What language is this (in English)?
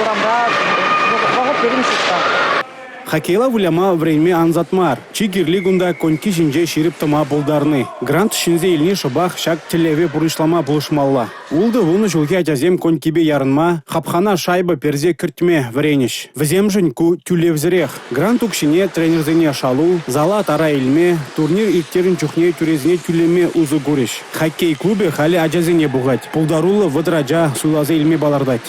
Chuvash